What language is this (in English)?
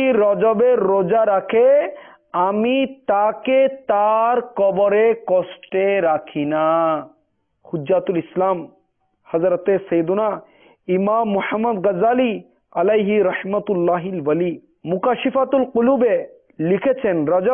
Bangla